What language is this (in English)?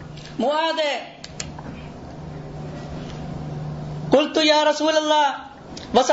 Malayalam